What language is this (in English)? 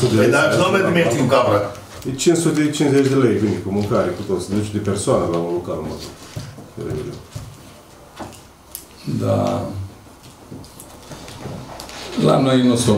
Romanian